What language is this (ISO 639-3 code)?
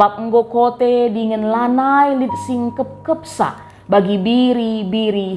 btx